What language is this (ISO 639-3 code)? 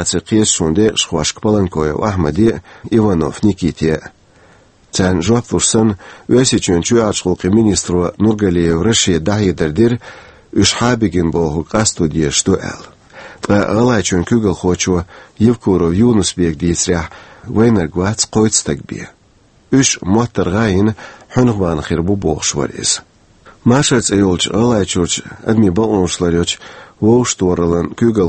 che